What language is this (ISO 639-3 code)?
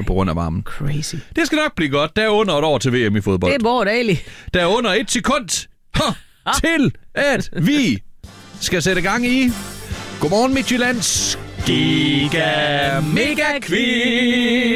dan